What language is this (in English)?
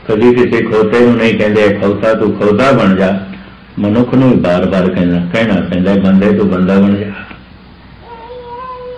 Punjabi